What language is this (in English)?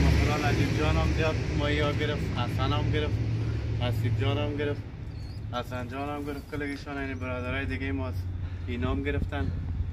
Persian